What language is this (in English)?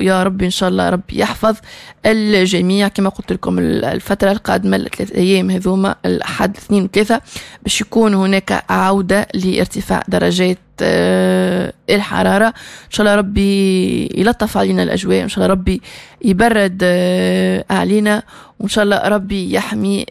Tunisian Arabic